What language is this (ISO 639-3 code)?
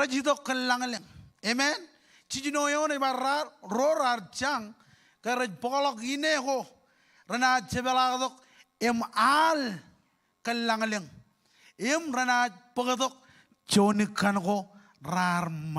mah